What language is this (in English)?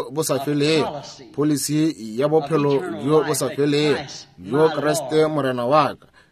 Northern Sotho